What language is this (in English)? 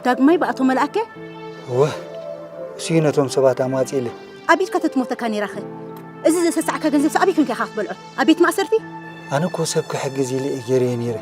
Tigrinya